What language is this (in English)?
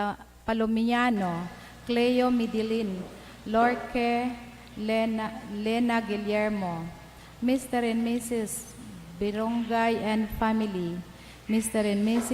Bikol